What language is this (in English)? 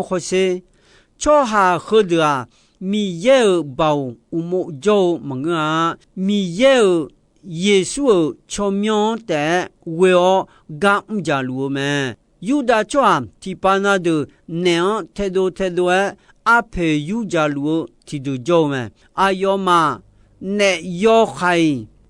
Akha